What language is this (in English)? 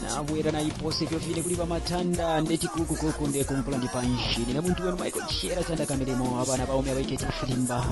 Bemba